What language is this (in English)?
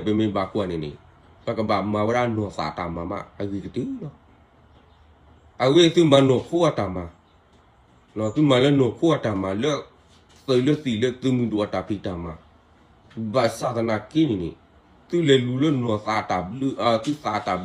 S'gaw Karen